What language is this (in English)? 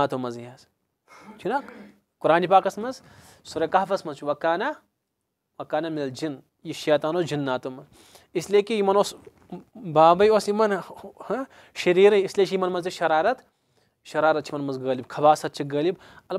Kashmiri